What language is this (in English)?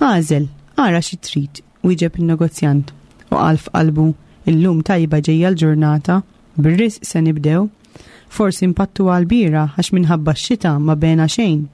Maltese